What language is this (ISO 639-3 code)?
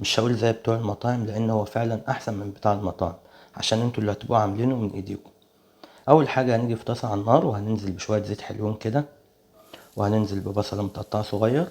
arz